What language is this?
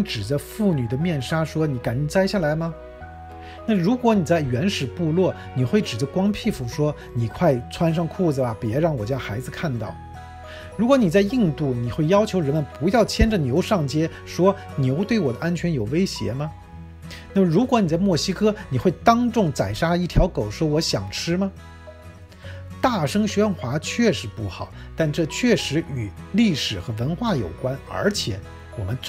Chinese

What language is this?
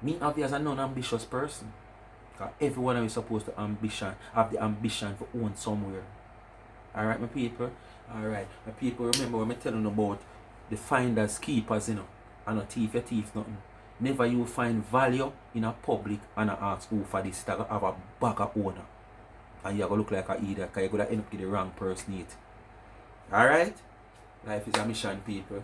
Jamaican Creole English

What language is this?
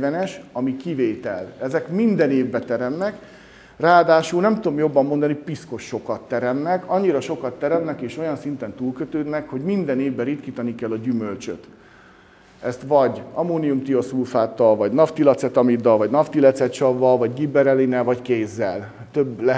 Hungarian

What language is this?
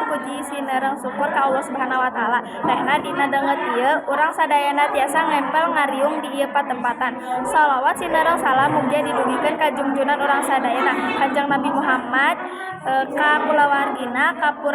Sundanese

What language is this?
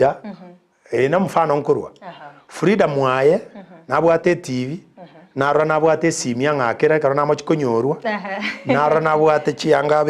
Gusii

